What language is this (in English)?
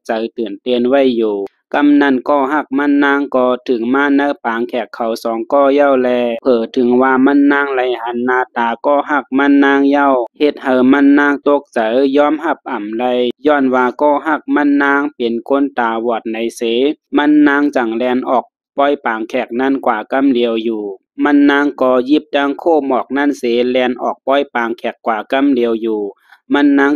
Shan